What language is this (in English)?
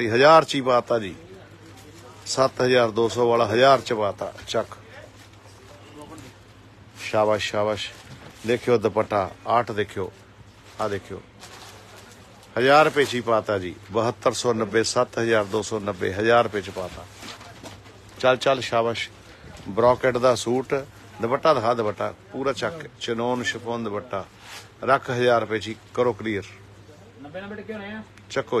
Punjabi